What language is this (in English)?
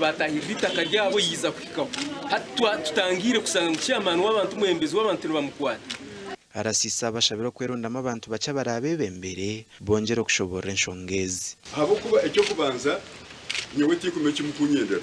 Nyankole